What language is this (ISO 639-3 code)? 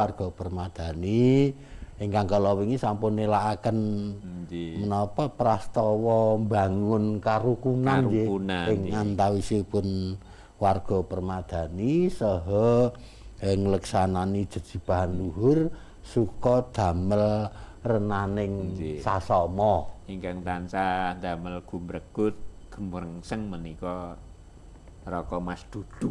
jav